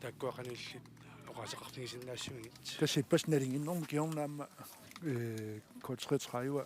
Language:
Kalaallisut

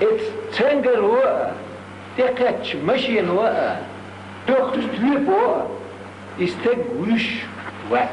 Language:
Chechen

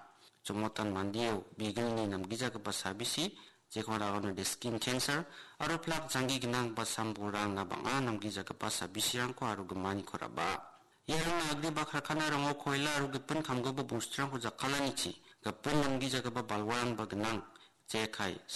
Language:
Garo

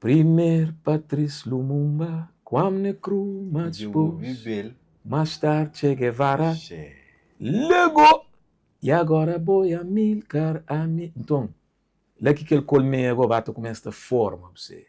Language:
Kabuverdianu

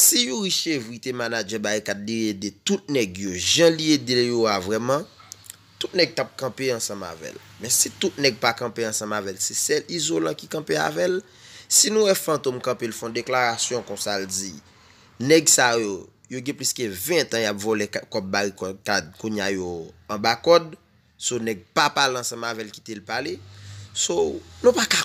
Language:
Haitian Creole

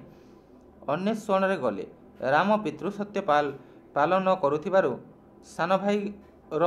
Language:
Odia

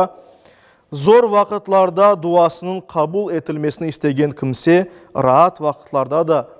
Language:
Crimean Tatar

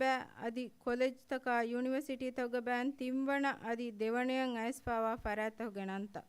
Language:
Divehi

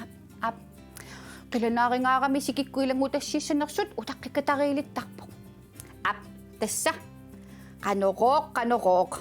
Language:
Kalaallisut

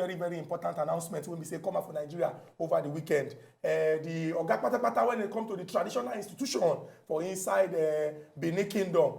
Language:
Nigerian Pidgin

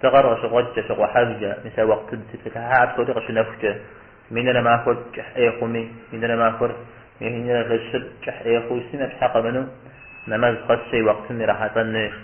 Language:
Kabardian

